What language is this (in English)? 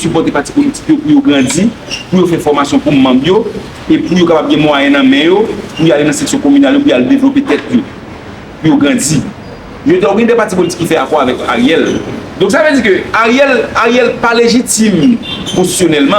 Haitian Creole